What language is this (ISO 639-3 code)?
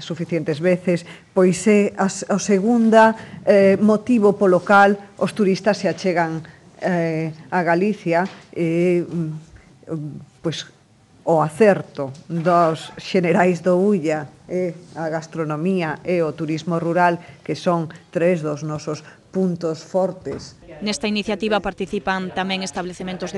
glg